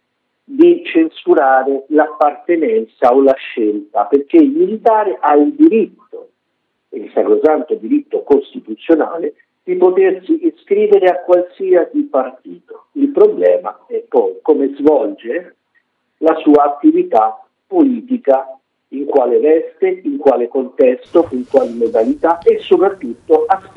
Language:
Italian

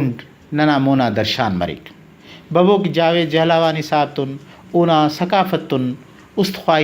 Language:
Brahui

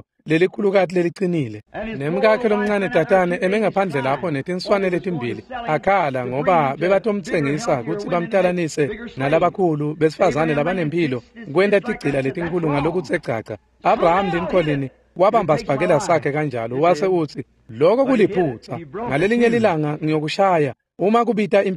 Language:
Swati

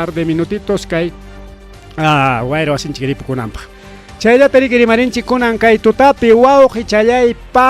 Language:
Ayacucho Quechua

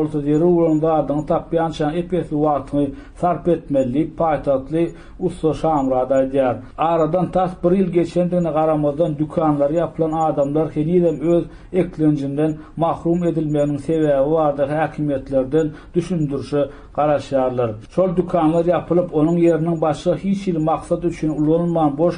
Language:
Turkmen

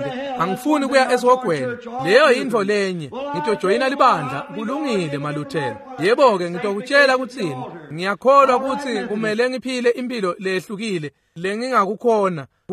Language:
Swati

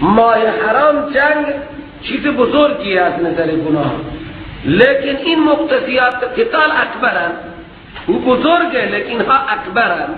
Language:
Persian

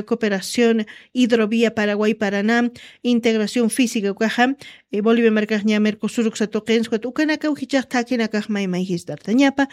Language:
Aymara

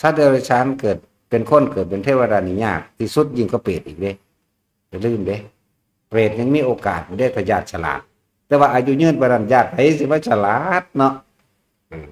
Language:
Northeastern Thai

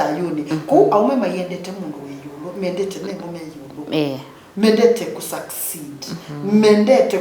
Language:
Kamba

